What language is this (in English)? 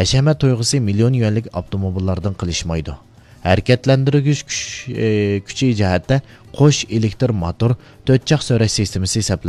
Uyghur